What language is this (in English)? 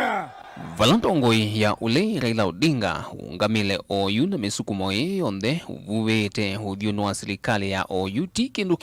Kamba